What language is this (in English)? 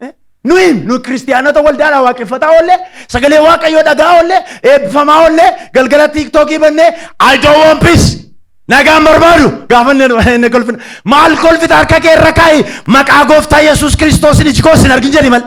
Oromo